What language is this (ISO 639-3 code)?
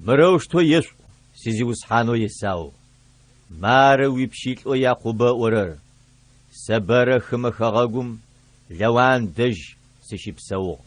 ady